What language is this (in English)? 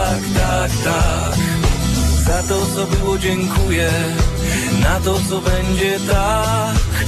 Polish